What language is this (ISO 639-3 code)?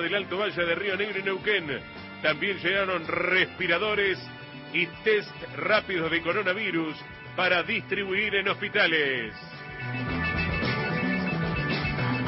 spa